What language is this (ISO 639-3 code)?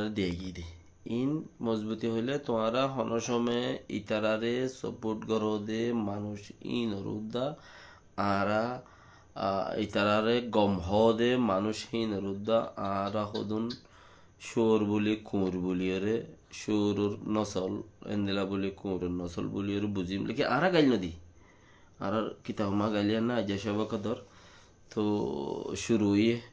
rhg